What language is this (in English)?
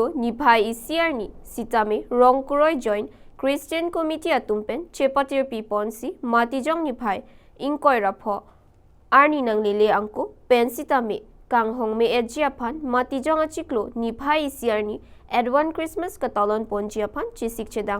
Karbi